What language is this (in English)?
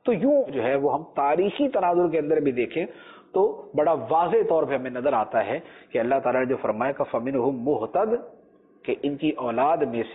Urdu